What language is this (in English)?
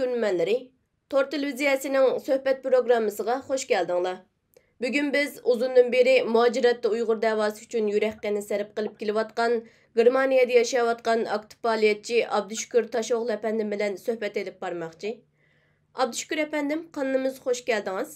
Uyghur